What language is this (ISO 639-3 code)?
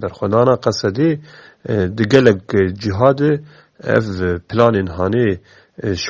kur